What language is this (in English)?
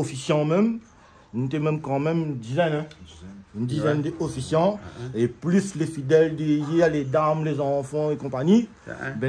Réunion Creole French